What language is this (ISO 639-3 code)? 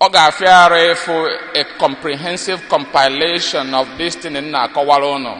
ibo